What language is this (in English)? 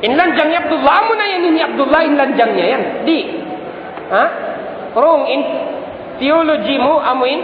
Tausug